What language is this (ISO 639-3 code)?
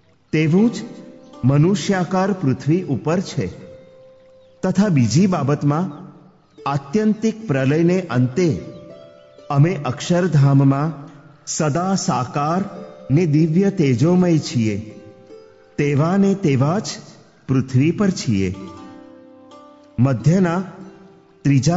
guj